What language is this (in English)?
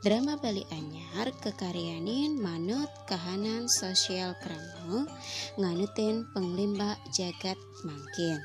Balinese